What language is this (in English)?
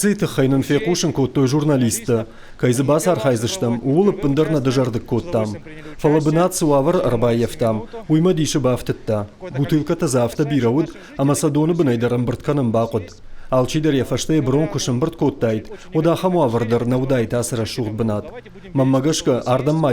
Ossetic